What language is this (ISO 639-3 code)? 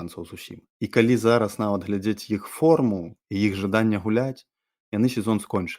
bel